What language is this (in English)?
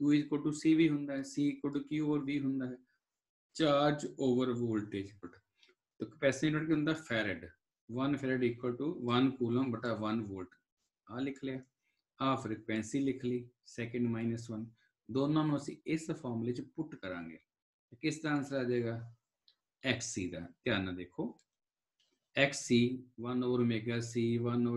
Punjabi